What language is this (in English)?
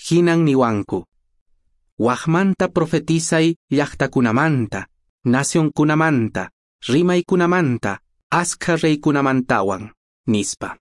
Quechua